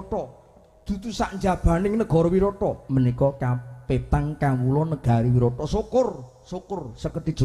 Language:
Javanese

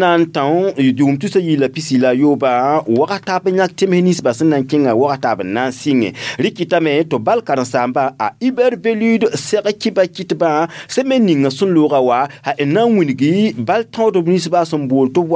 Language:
Mossi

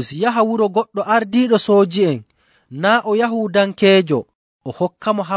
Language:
Nigerian Fulfulde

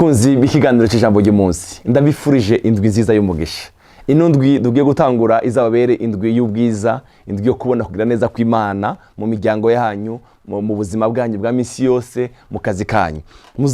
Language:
Rundi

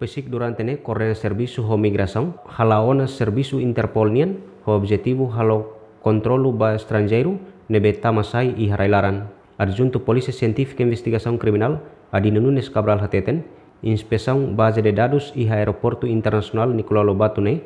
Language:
Tetum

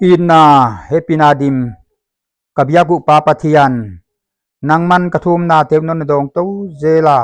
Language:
Paite Chin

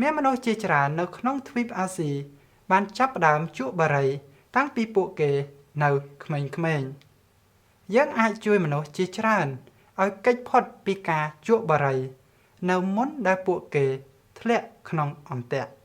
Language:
Khmer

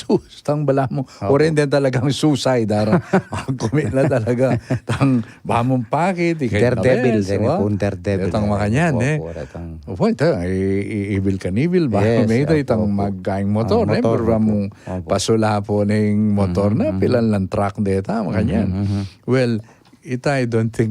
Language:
Pampanga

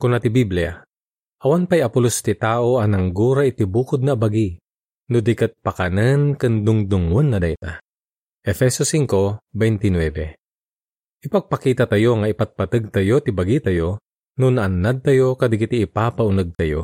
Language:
Iloko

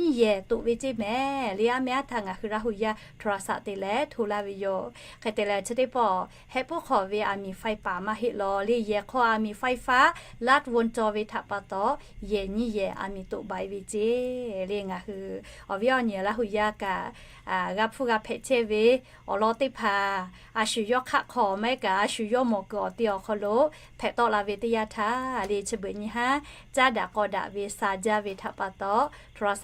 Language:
Lahu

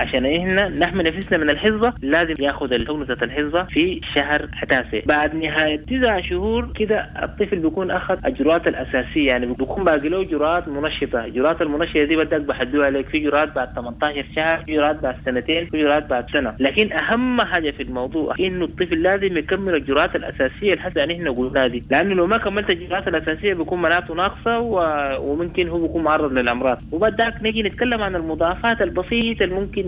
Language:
Sudanese Arabic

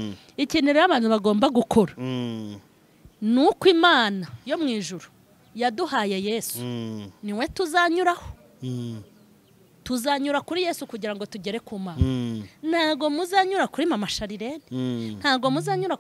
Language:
Kinyarwanda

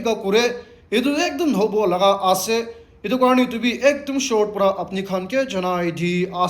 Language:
Naga Pidgin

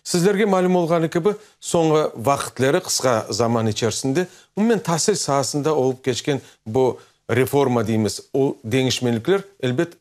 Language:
Crimean Tatar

